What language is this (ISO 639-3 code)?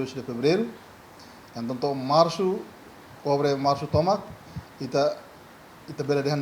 tet